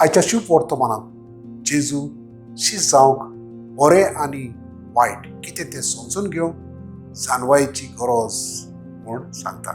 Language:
Konkani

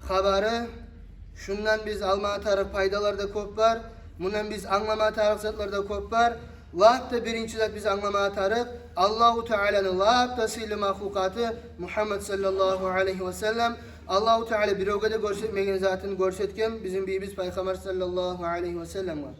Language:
Kumyk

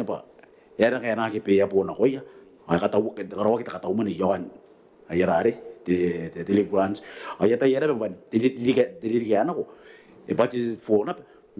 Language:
Gilbertese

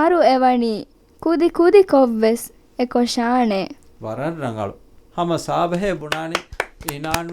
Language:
Divehi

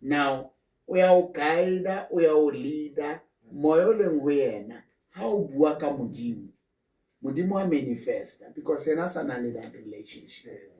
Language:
Southern Sotho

